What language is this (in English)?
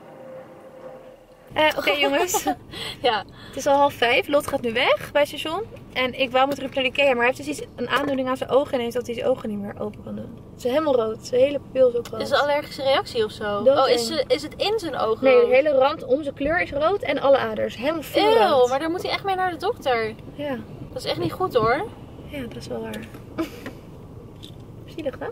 Dutch